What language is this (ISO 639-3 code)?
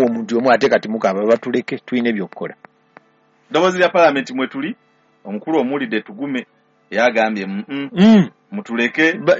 lug